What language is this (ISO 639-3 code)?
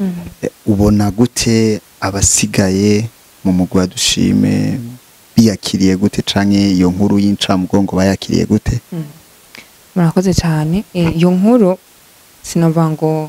run